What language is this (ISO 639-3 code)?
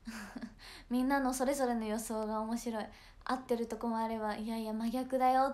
jpn